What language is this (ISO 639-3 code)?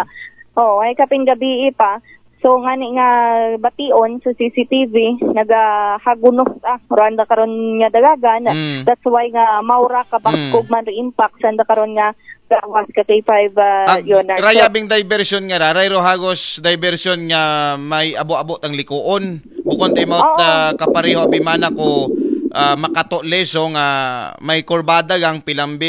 akl